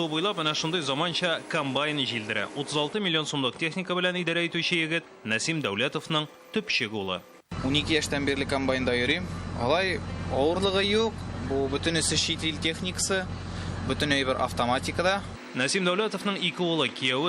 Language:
Tatar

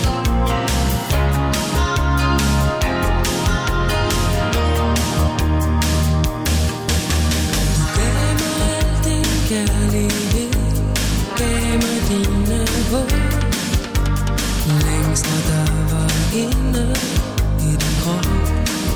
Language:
Danish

